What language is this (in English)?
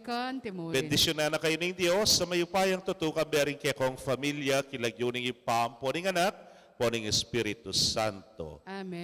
Pampanga